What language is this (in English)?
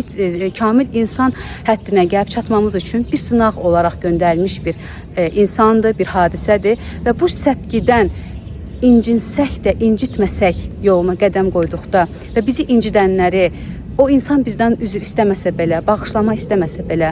Azerbaijani